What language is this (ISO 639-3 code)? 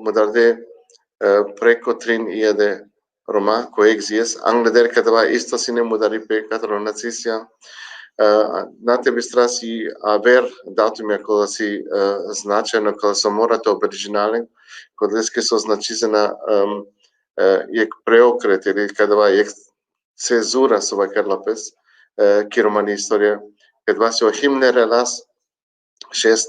rmn